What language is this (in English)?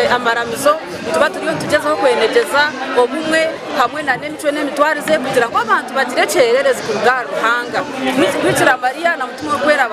Nyankole